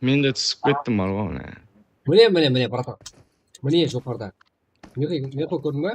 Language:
Kara-Kalpak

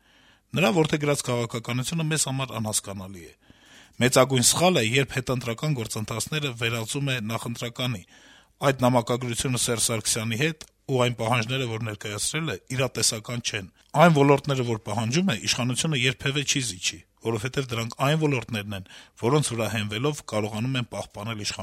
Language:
Armenian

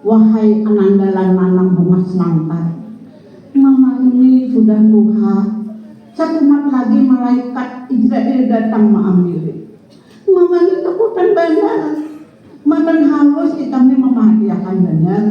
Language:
Banjar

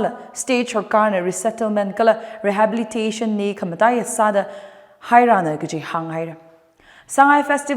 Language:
Tangkhul Naga (India)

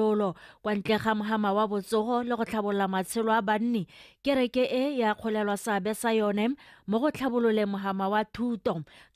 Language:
Tswana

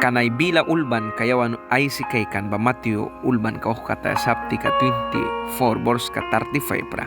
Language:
Mískito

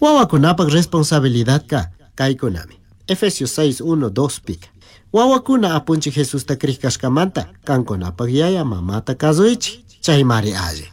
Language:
Chimborazo Highland Quichua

